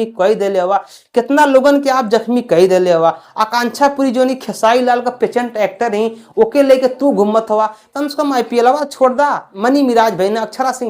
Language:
Bhojpuri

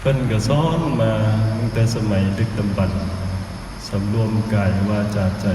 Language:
Northeastern Thai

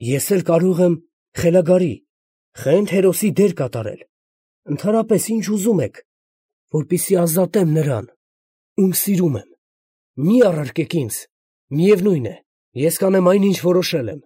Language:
Armenian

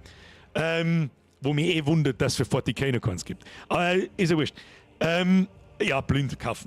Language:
Bavarian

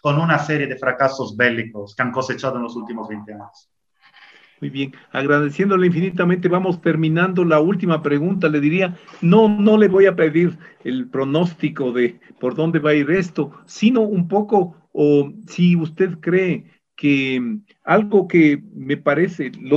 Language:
Spanish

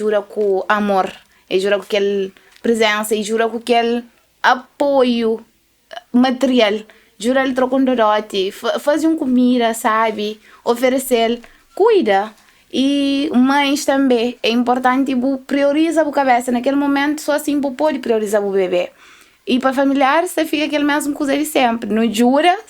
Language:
Kabuverdianu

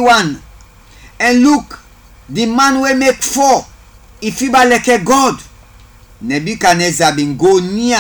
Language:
Krio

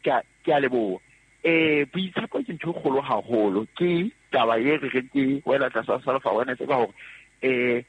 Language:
Southern Sotho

